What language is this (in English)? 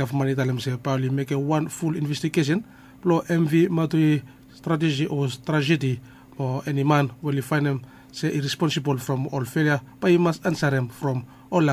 Bislama